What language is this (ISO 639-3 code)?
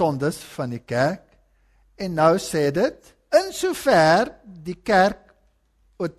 afr